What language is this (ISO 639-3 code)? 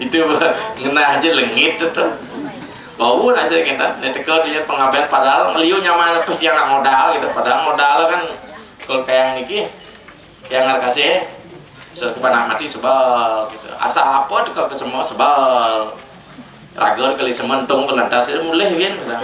ban